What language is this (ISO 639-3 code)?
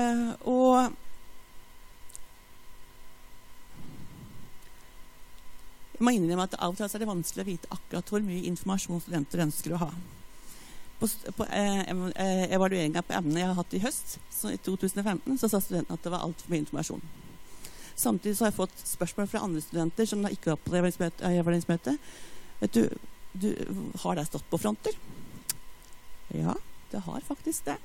nor